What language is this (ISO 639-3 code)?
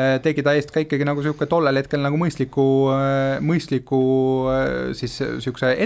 est